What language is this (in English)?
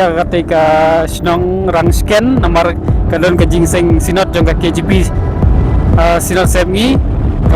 Khasi